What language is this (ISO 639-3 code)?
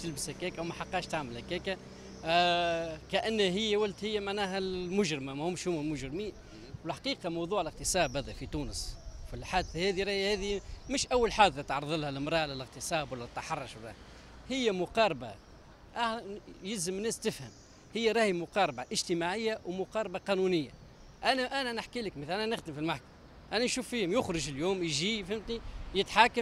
aeb